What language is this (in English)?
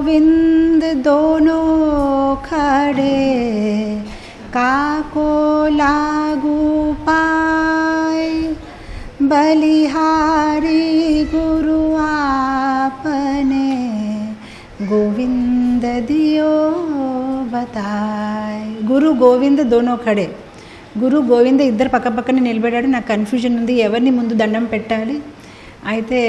Telugu